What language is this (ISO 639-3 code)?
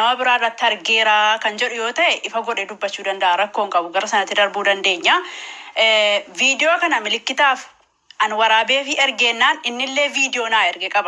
orm